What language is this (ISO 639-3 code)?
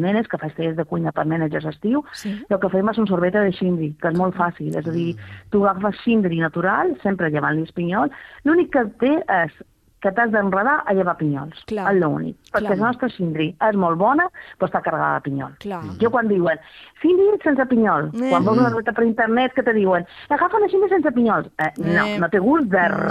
cat